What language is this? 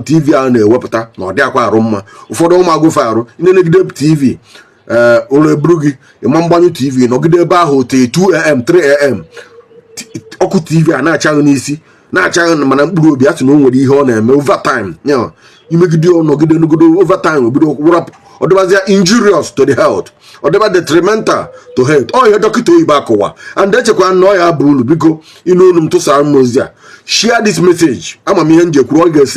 Igbo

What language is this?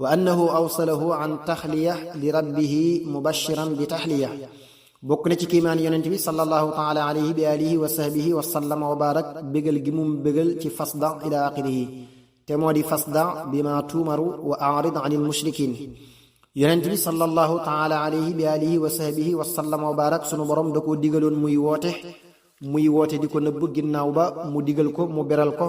Wolof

